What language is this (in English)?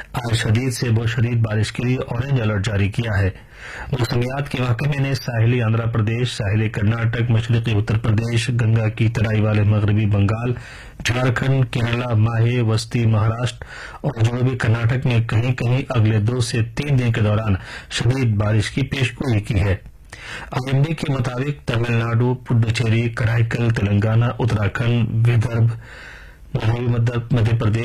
Urdu